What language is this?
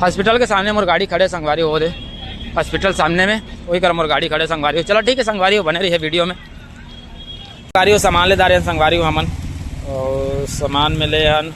Chhattisgarhi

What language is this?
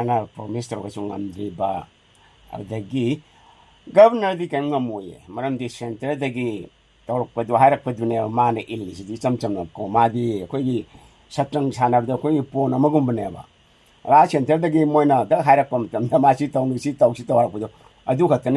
Manipuri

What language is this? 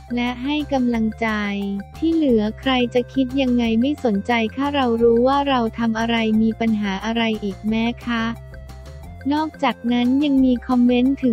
Thai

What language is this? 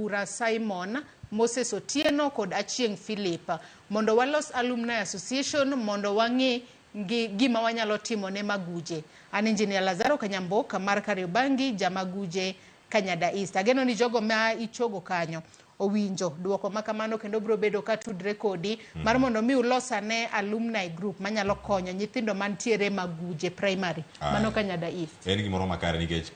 Luo (Kenya and Tanzania)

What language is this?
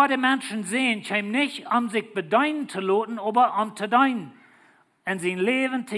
Plautdietsch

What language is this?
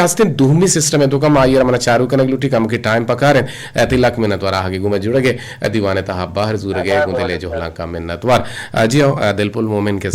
Eastern Balochi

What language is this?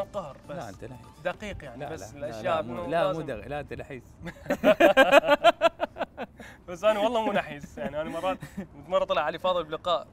Mesopotamian Arabic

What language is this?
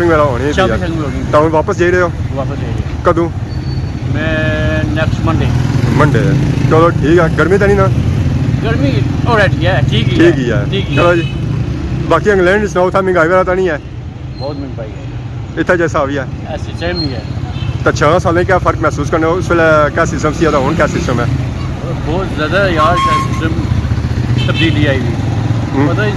Pahari-Potwari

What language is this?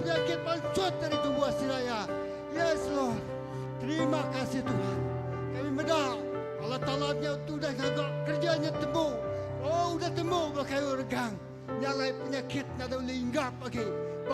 Iban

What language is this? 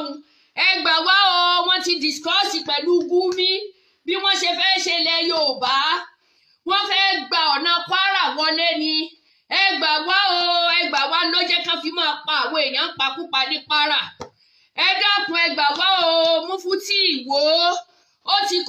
Yoruba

